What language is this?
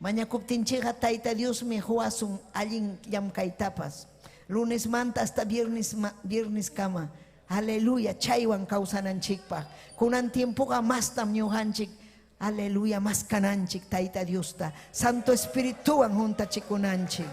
Ayacucho Quechua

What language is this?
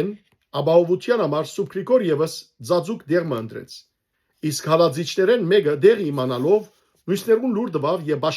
Western Armenian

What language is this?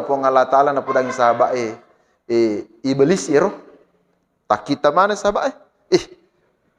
Buginese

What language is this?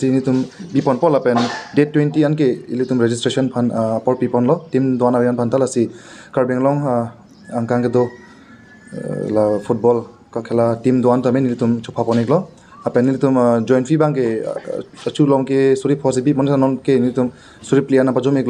Karbi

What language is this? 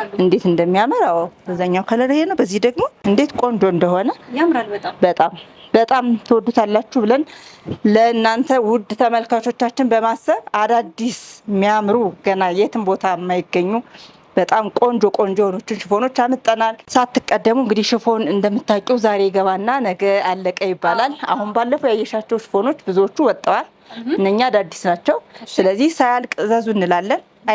Amharic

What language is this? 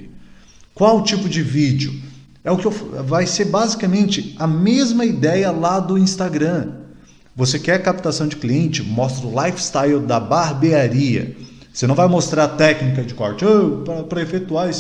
Portuguese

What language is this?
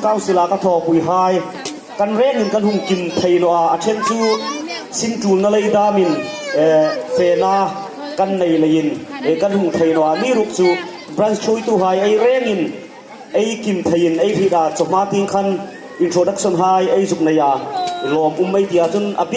Hmar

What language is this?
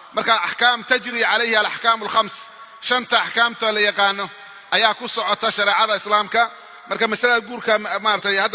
Somali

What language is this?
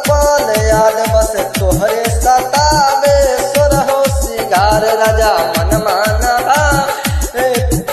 Bhojpuri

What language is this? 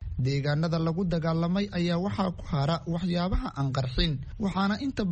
Somali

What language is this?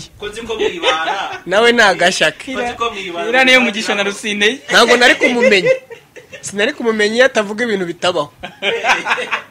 Kinyarwanda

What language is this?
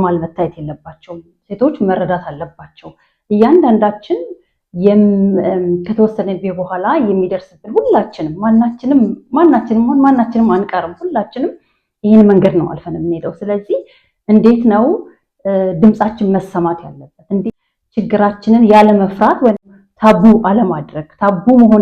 Amharic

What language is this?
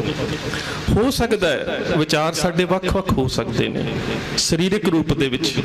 Punjabi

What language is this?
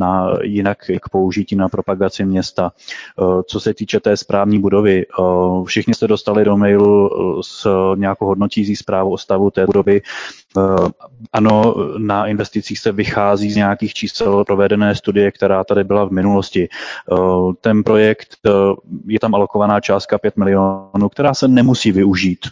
Czech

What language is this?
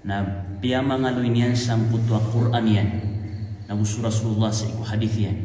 Maranao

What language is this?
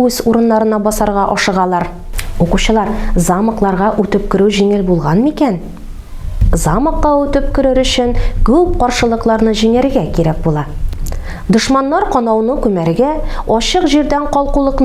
Tatar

